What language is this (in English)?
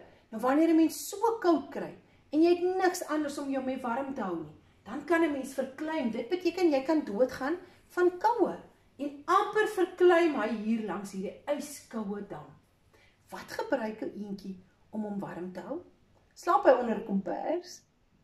Afrikaans